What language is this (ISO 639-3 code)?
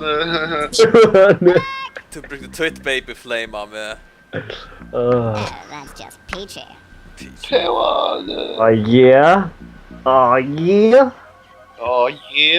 fao